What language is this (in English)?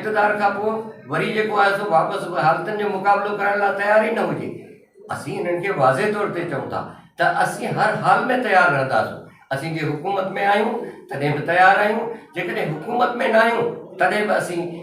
Sindhi